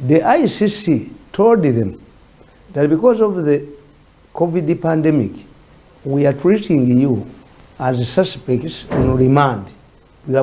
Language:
Ganda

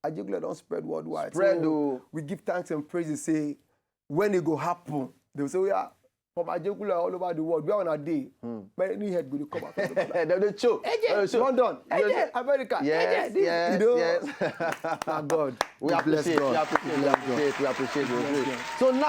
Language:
Nigerian Pidgin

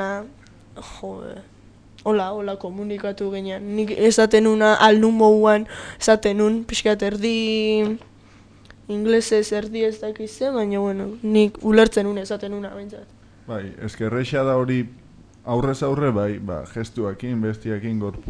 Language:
Basque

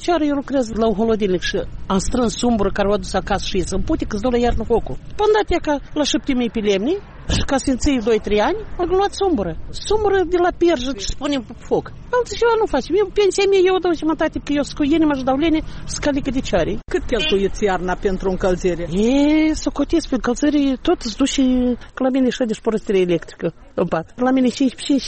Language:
Romanian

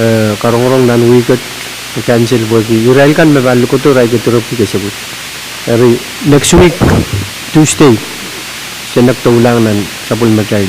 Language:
Pohnpeian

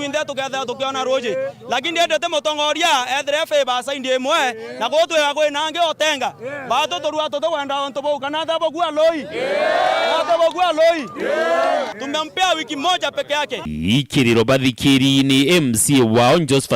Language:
Meru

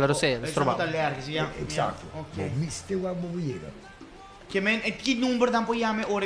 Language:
Papiamento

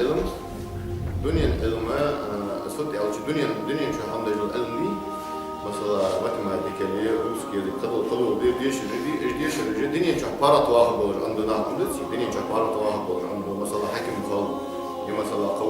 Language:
Ingush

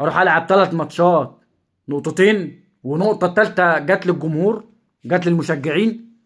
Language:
Egyptian Arabic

